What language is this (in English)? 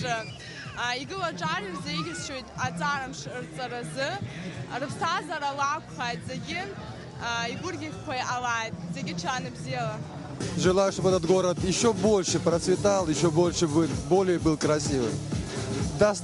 Abkhazian